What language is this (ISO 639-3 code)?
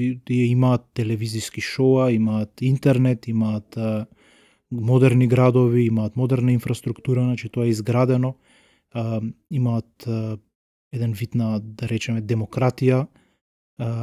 mkd